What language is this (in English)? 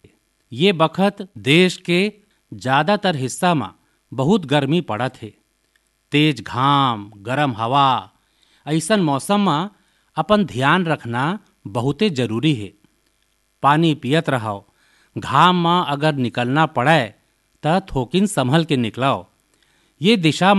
Chhattisgarhi